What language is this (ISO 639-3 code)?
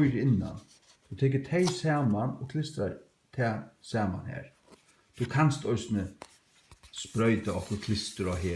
fao